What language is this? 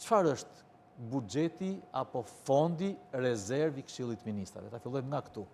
Albanian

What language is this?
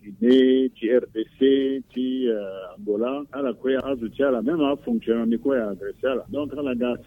Sango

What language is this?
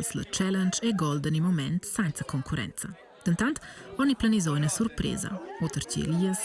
Romansh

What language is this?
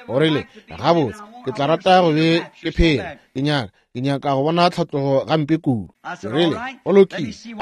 Northern Sotho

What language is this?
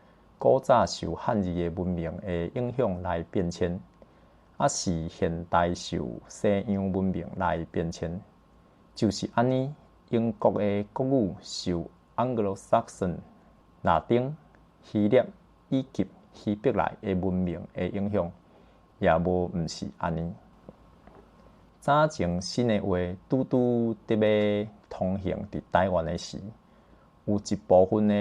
Min Nan Chinese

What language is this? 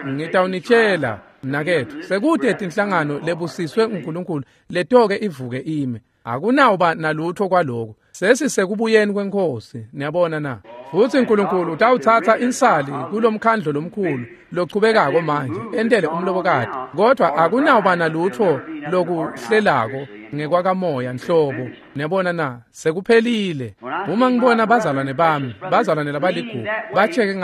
Swati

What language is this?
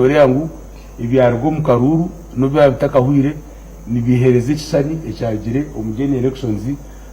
Nyankole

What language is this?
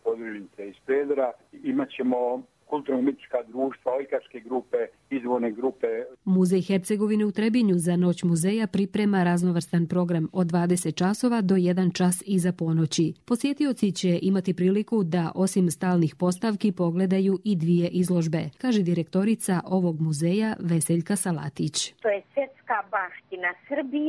Croatian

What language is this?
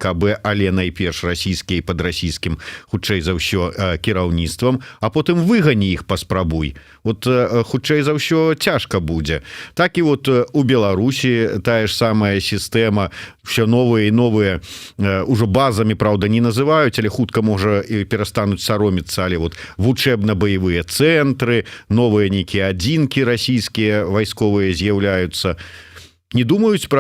Belarusian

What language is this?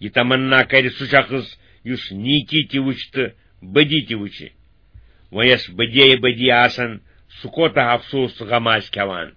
Kashmiri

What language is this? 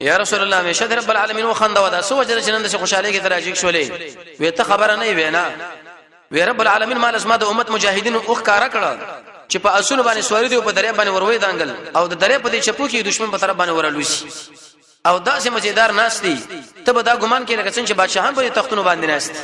Pashto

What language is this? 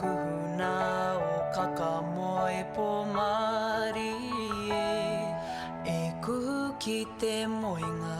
Māori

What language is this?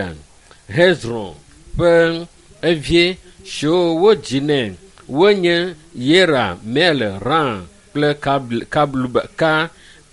Ewe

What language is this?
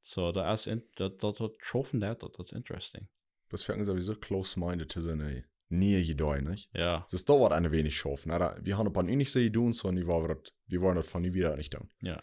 Plautdietsch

